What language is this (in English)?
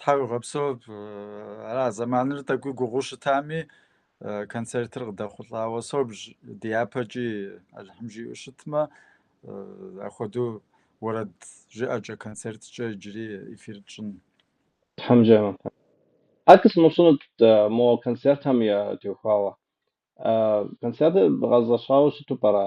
Kabardian